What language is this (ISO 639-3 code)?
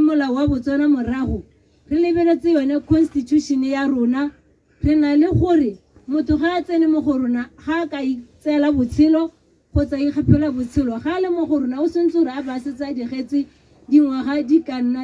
tsn